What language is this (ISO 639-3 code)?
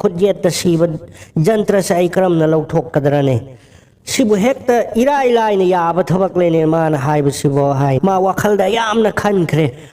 mni